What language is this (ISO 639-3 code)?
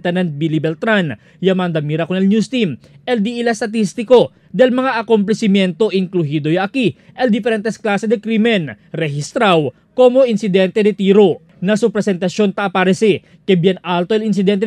cbk